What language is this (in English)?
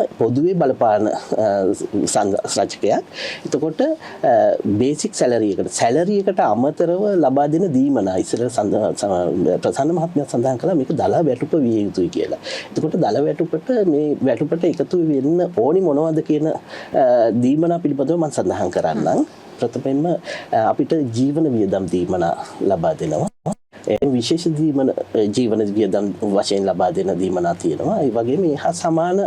Sinhala